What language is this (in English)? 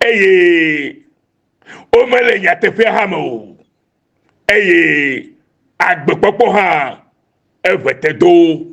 Ewe